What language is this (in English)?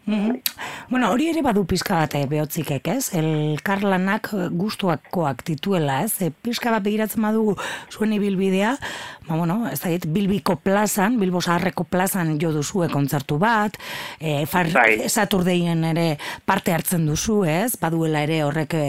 Basque